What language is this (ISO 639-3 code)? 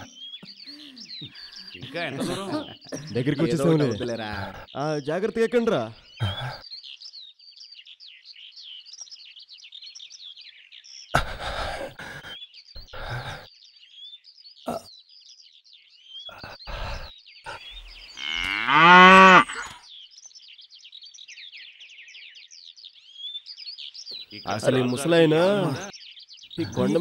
tel